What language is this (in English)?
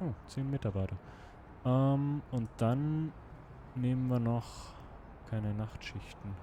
Swiss German